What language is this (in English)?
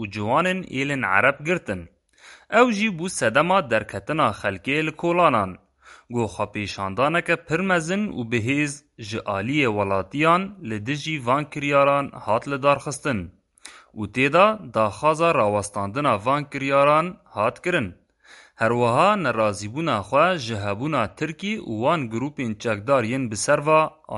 Kurdish